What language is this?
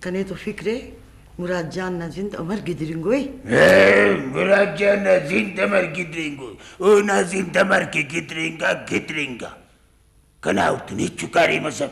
Brahui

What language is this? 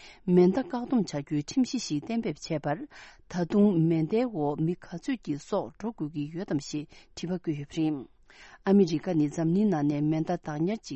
Tibetan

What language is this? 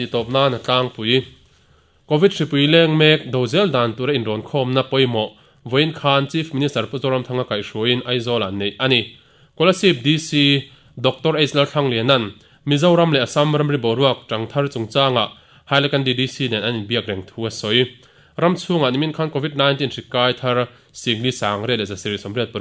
Mizo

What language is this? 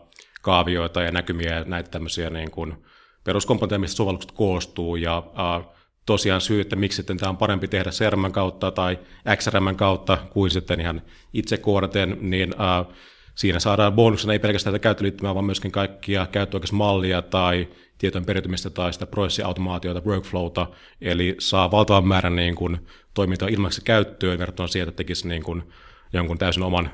Finnish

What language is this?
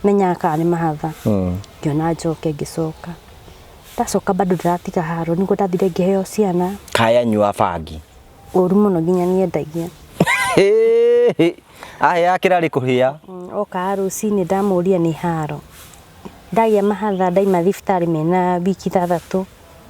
Kikuyu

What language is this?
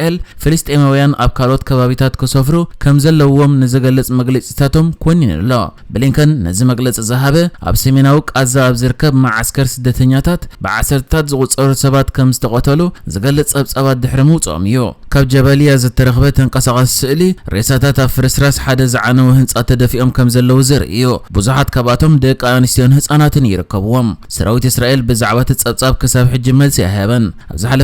Tigrinya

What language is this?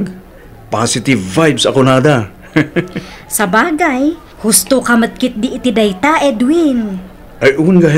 Iloko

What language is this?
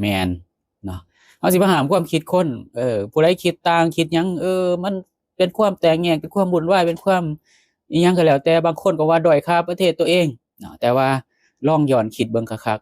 Lao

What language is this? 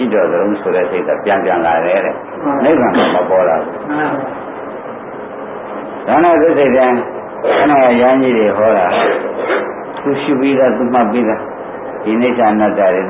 Burmese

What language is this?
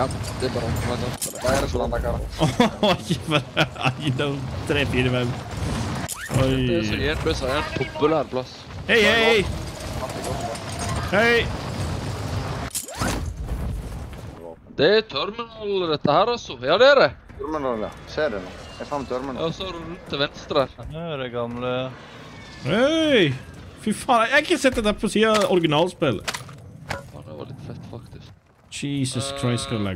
Norwegian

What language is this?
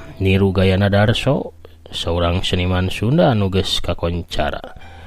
Sundanese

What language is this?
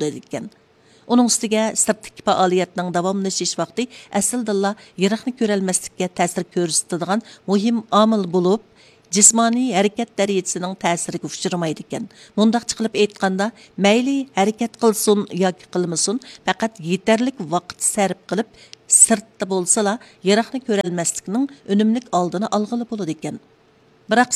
Uyghur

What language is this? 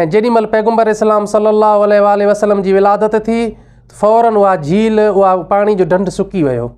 Sindhi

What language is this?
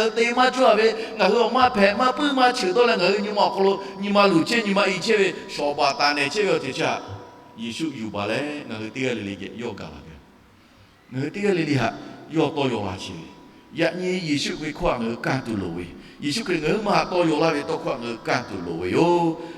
Lahu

